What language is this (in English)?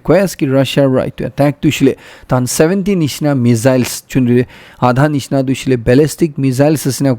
Naga Pidgin